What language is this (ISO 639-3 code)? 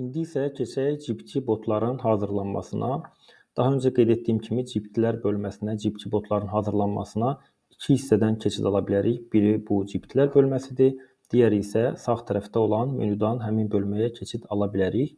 aze